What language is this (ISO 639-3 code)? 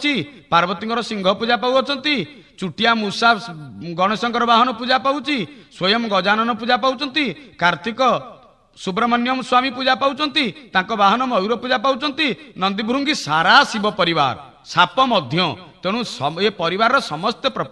ori